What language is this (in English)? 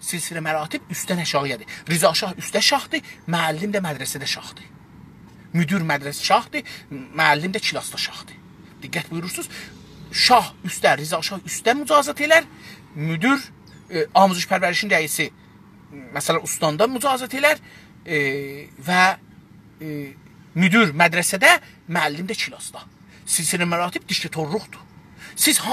South Azerbaijani